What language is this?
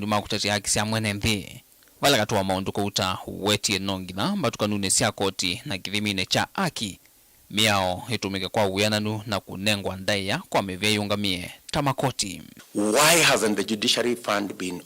Kamba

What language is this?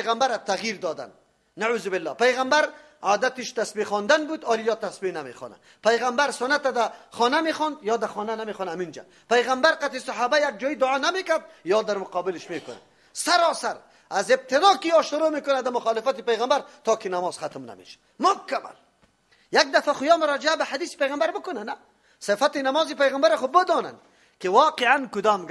Persian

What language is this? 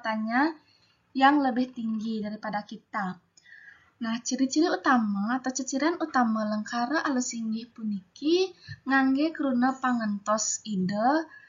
Balinese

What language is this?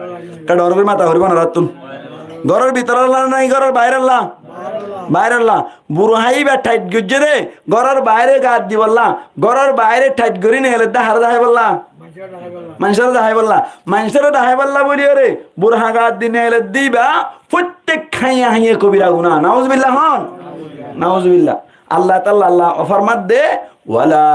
Rohingya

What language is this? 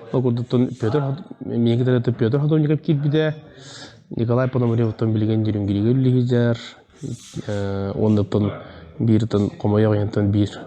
Yakut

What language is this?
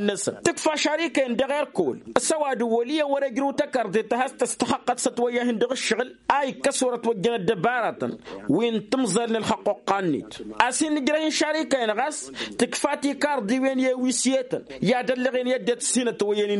Tamasheq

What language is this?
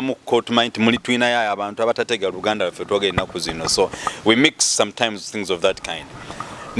Ganda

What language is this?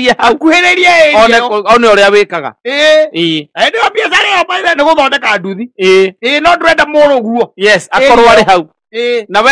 Kikuyu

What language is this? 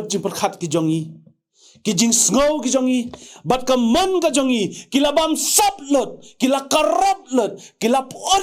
Khasi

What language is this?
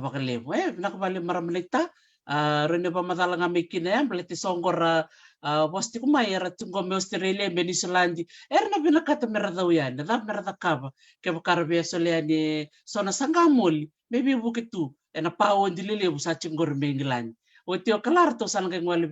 Fijian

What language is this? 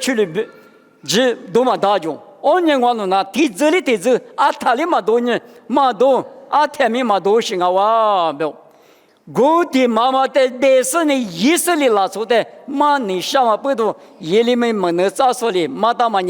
Lisu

